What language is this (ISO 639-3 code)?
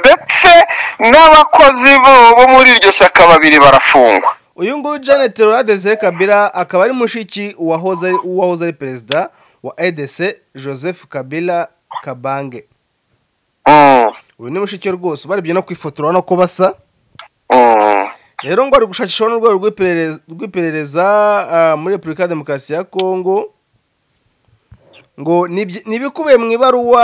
kin